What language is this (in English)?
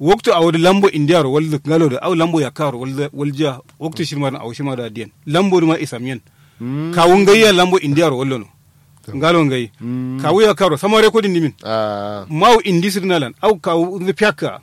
Kanuri